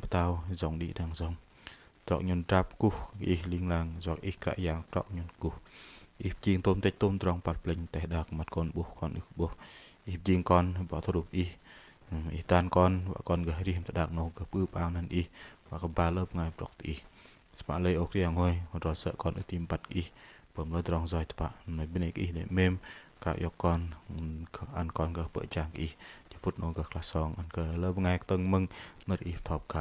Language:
Bahnar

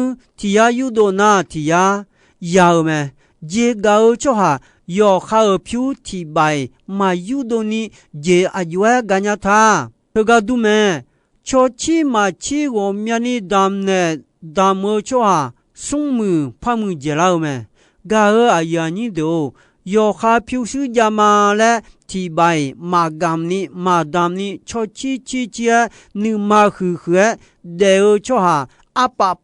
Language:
Akha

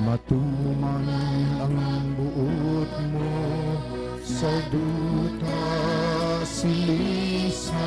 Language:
Hiligaynon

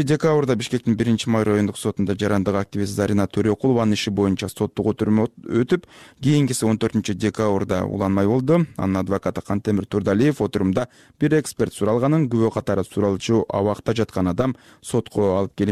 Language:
Kyrgyz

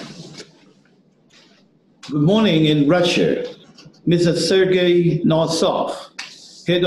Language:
English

